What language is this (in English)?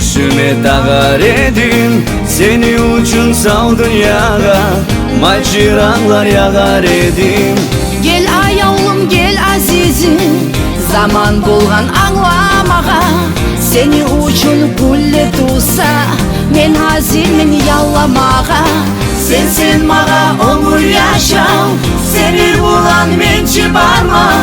Kumyk